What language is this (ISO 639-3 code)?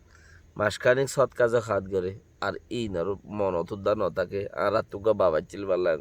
rhg